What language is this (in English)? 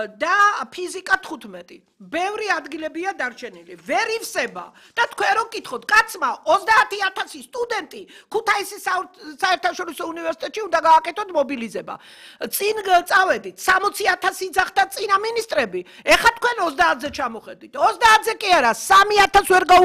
Georgian